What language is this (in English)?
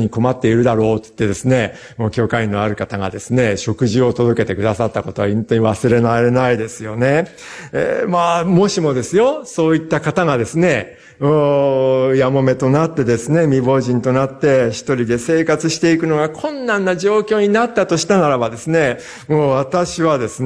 Japanese